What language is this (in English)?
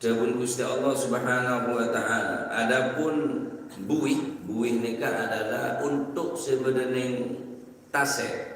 Madurese